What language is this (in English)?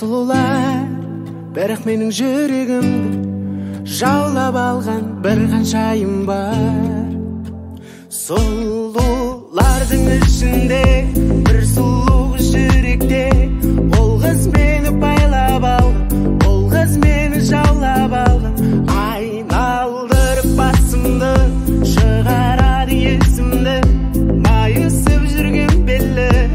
Kazakh